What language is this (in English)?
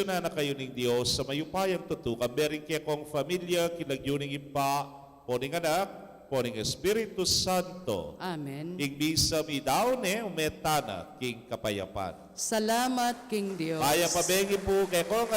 Pampanga